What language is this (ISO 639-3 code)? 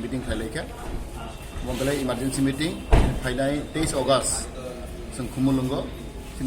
trp